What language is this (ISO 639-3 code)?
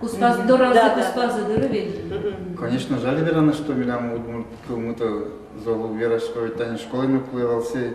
udm